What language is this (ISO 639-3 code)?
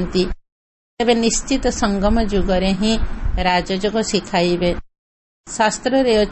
ori